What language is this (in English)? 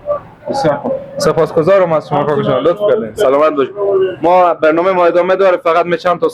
Persian